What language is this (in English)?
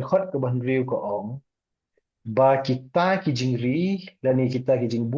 Khasi